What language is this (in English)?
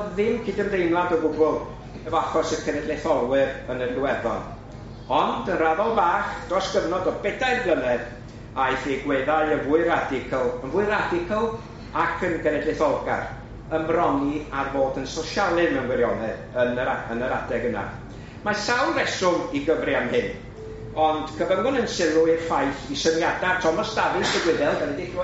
Welsh